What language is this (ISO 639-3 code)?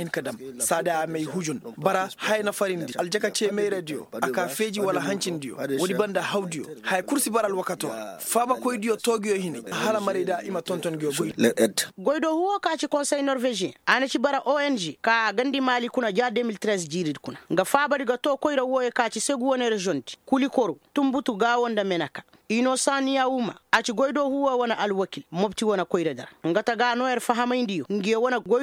ses